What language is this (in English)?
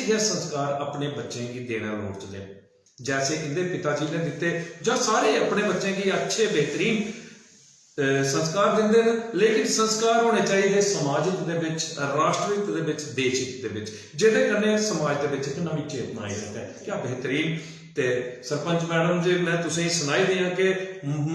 Dogri